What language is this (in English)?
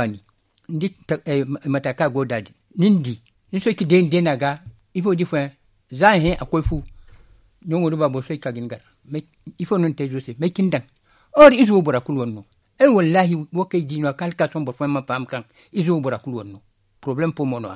Zarma